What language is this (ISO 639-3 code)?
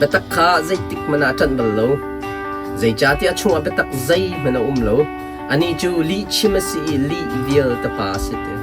cnh